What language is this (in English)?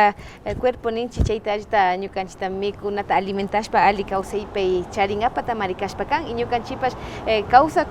Imbabura Highland Quichua